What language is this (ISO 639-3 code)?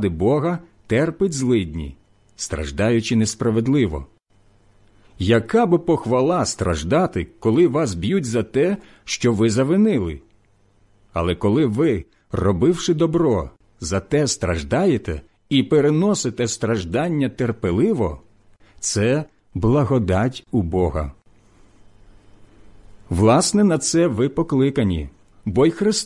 ukr